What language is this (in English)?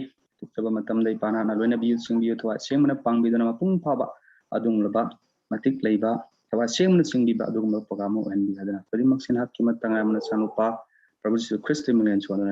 Manipuri